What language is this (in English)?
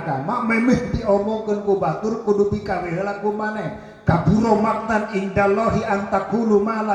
Sundanese